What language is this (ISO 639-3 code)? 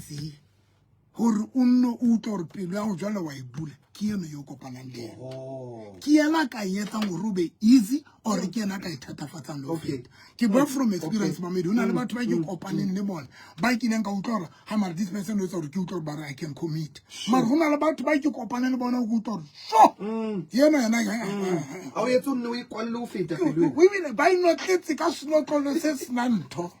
sot